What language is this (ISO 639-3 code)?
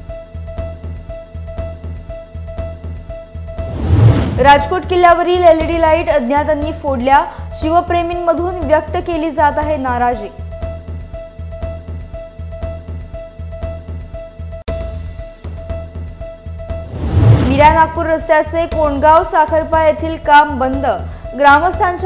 mar